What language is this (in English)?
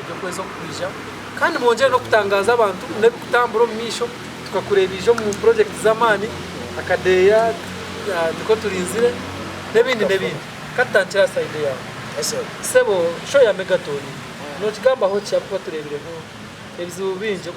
Nyankole